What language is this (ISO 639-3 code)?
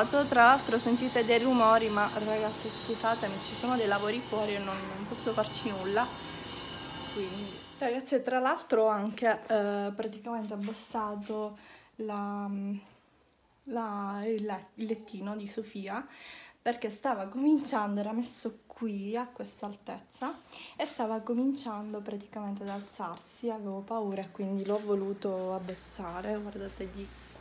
ita